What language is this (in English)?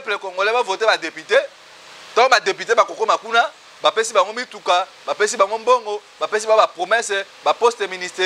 Lingala